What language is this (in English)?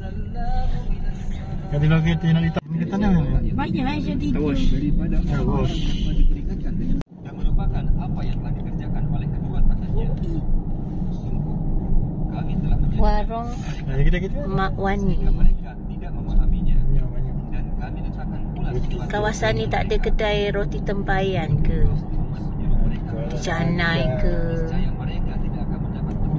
Malay